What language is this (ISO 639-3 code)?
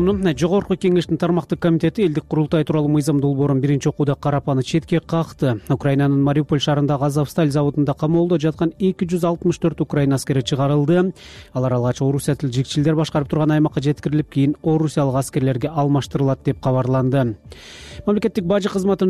kir